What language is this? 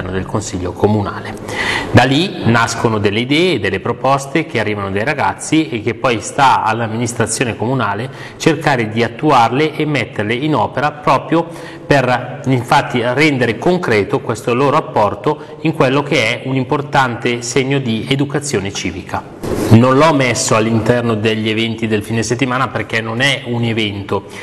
Italian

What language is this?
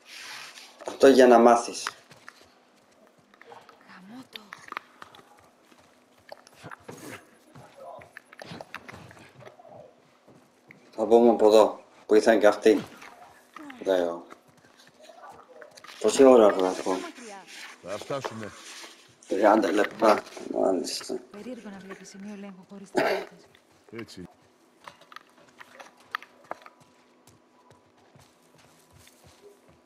Greek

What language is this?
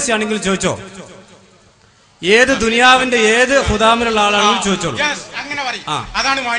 Malayalam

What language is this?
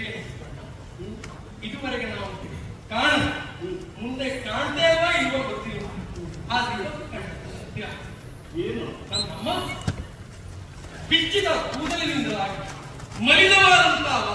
Kannada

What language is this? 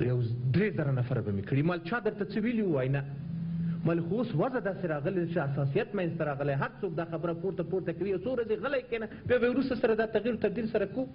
Pashto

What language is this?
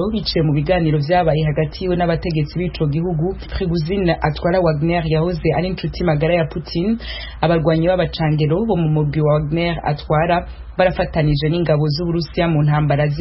Rundi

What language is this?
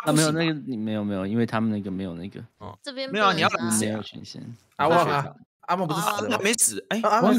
Chinese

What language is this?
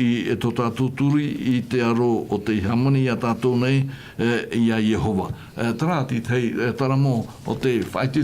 Tahitian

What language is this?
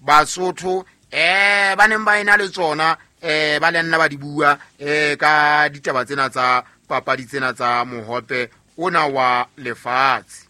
Southern Sotho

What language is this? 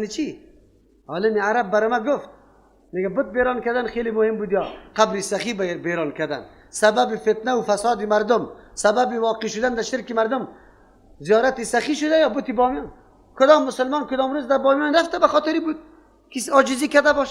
Persian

